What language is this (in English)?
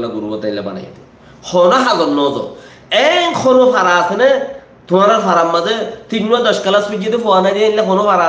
Rohingya